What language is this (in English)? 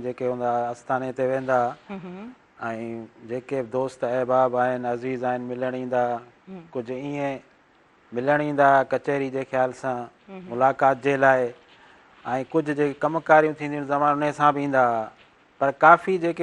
Sindhi